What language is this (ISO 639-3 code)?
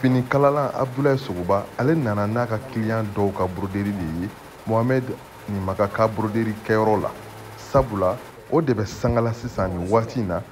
bam